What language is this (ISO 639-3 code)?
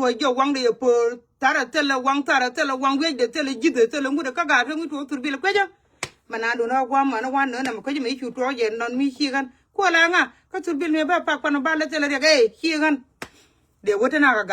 nus